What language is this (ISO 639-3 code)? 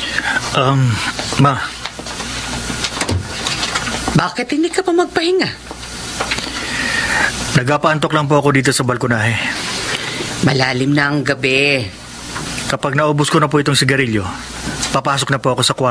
fil